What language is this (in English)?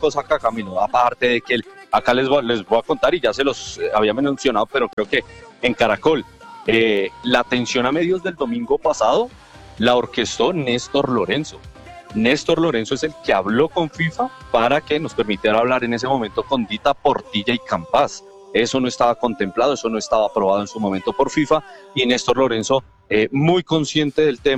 Spanish